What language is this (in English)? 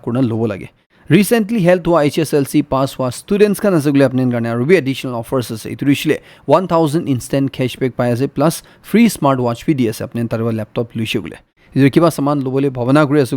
Naga Pidgin